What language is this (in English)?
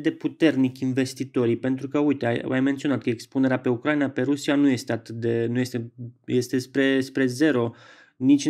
Romanian